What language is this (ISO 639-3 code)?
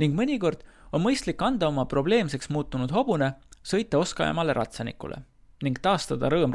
est